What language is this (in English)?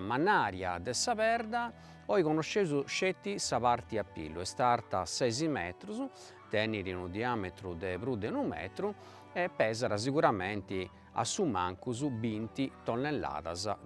Sardinian